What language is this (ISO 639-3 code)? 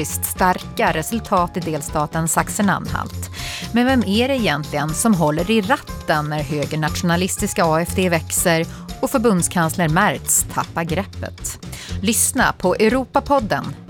swe